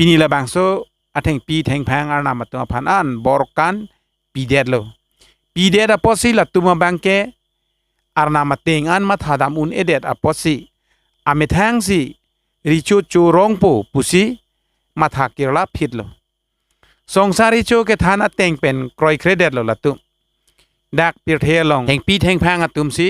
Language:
Karbi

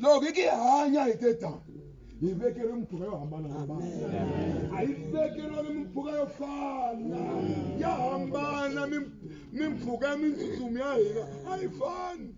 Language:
Tsonga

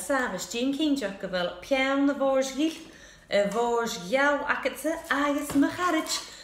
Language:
Scottish Gaelic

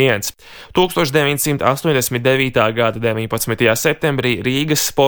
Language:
Latvian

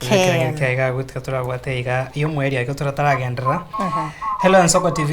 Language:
Gusii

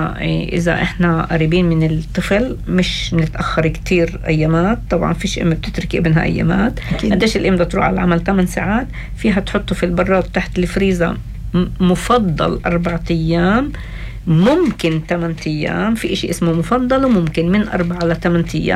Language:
North Levantine Arabic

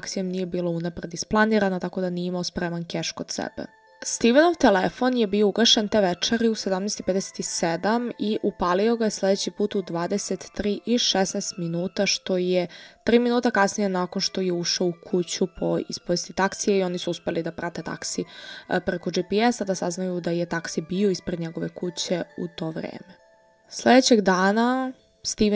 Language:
Serbian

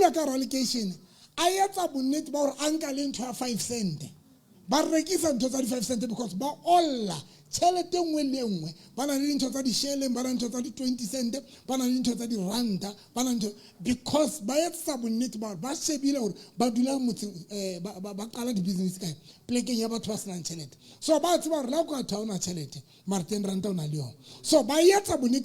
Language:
Southern Sotho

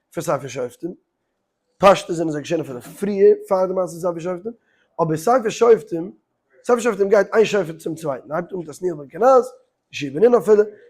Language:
Yiddish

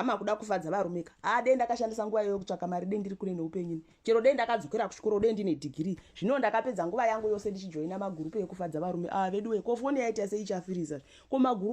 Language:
Shona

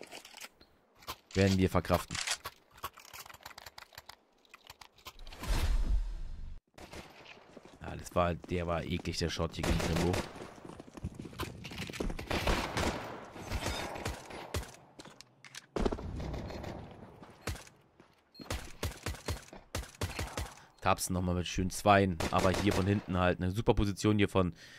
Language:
German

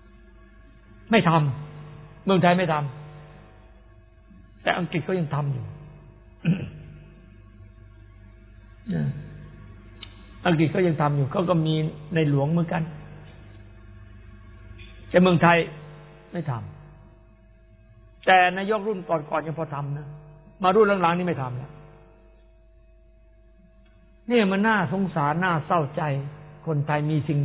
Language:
Thai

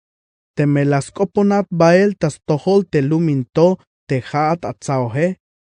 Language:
Tzeltal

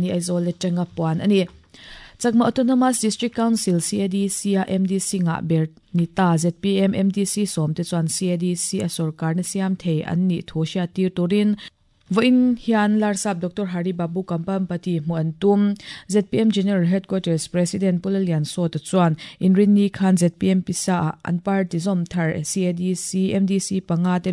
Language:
Mizo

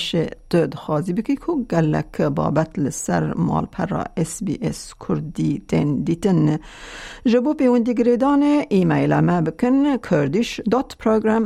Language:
Kurdish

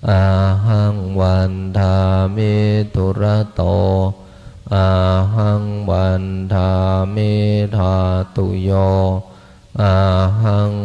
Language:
Pali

